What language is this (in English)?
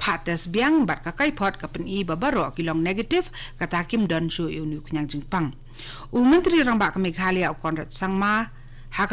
Khasi